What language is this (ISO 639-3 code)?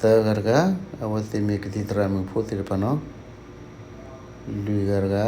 ksw